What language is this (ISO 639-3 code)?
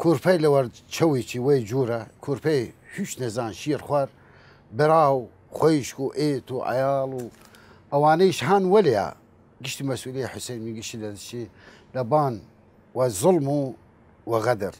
sdh